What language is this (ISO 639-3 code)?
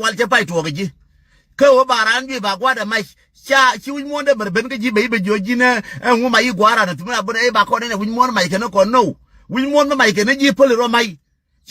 nus